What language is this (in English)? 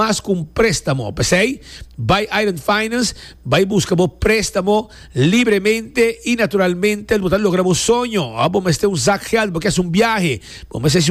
Papiamento